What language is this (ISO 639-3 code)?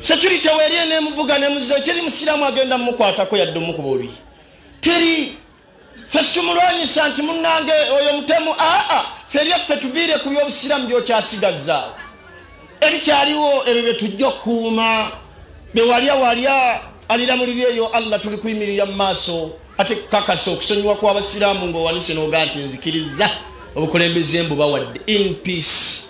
lug